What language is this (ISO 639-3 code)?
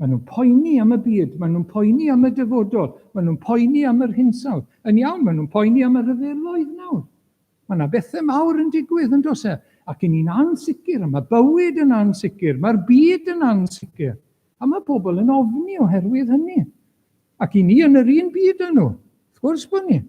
cym